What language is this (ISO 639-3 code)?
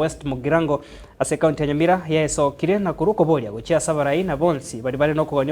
guz